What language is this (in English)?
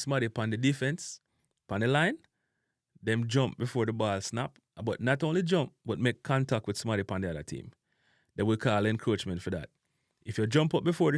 Jamaican Creole English